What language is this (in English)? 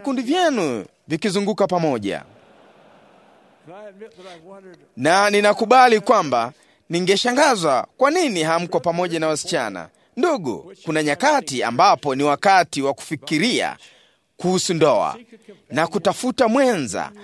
Swahili